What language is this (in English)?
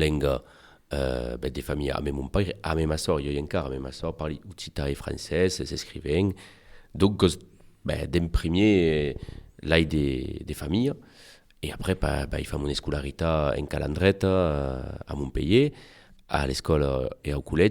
Occitan